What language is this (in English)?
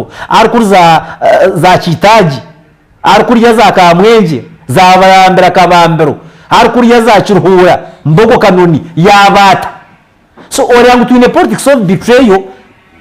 Nyankole